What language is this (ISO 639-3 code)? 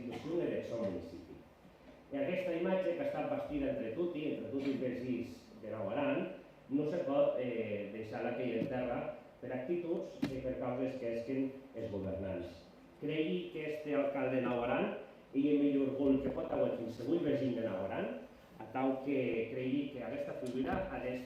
oci